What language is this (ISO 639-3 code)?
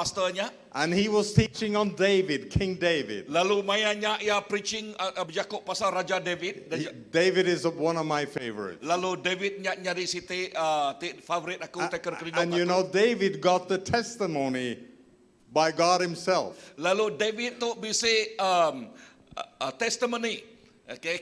iba